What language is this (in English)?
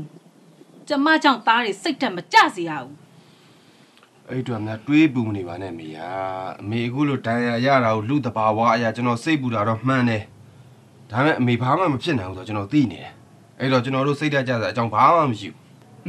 Burmese